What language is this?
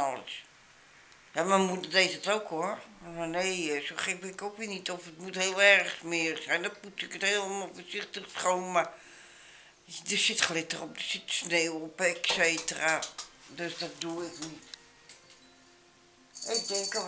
Dutch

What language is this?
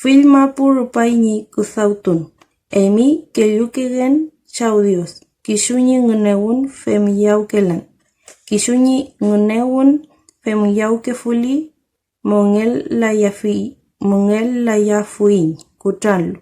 Mapuche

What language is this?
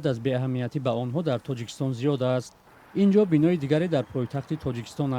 Tajik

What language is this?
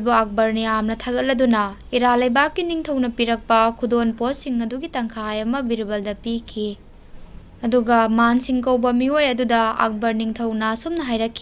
Manipuri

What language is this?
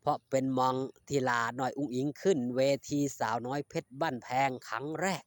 Northeastern Thai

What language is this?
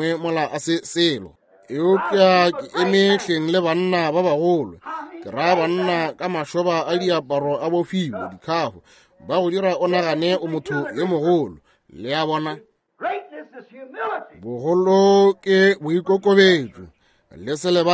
Northern Sotho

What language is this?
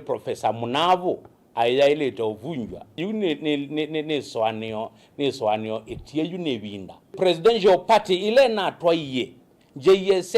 Kamba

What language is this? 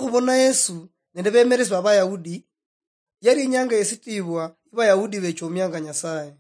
Luyia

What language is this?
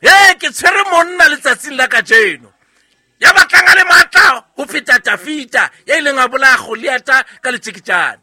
Southern Sotho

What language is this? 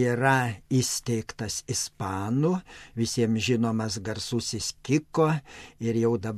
Lithuanian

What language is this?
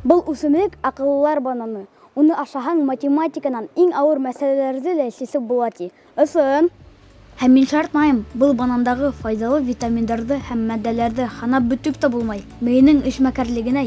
Bashkir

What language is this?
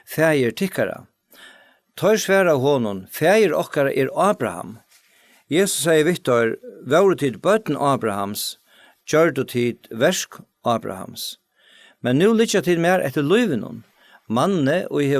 Faroese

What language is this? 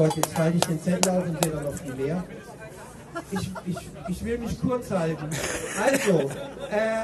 German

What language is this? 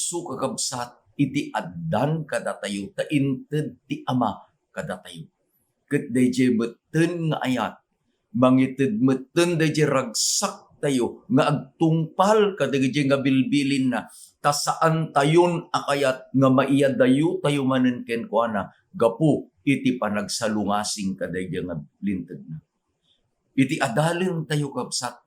Iloko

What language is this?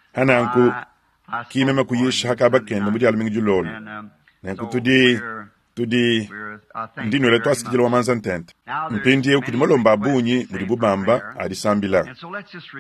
Luba-Lulua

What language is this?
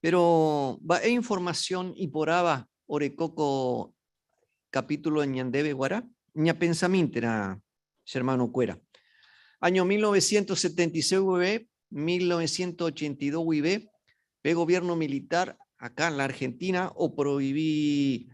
Guarani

